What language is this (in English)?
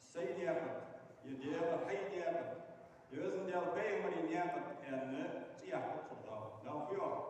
Ingush